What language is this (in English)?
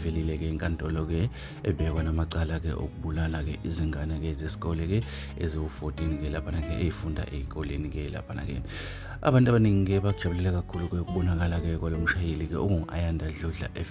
Zulu